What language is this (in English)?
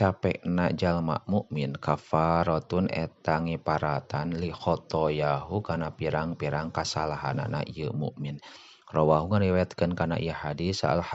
Sundanese